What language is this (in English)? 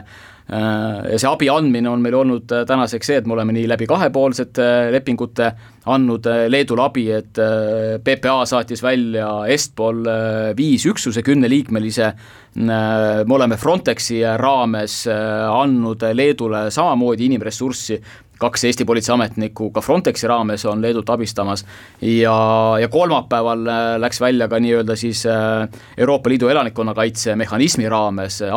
Estonian